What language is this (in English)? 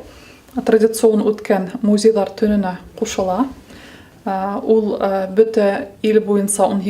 Bashkir